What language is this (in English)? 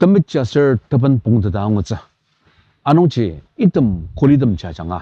Ao Naga